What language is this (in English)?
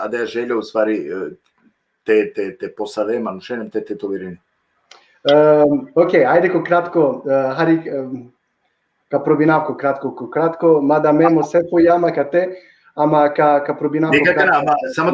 Balkan Romani